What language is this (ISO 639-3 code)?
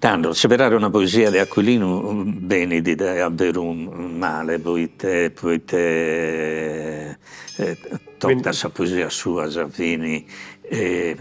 srd